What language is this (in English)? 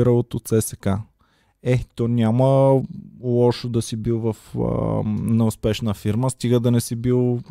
Bulgarian